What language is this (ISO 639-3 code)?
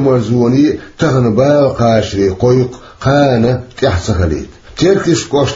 che